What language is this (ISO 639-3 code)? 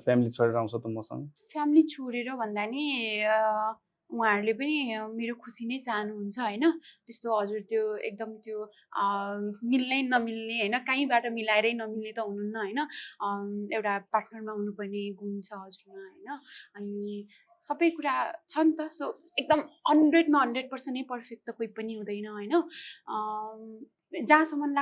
nep